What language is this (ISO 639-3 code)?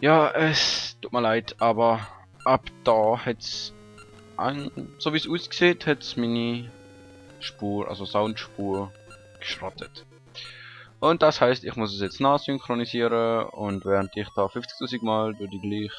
gsw